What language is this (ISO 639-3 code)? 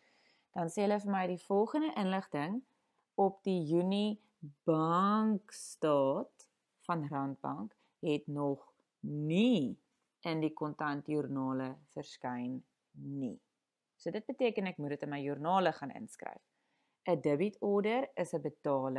afr